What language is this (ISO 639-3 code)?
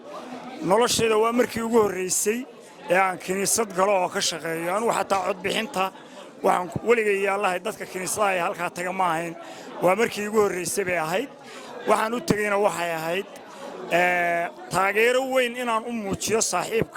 som